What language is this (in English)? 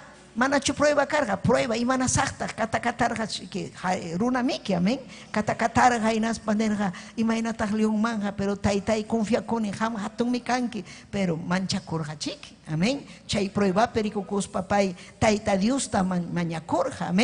Ayacucho Quechua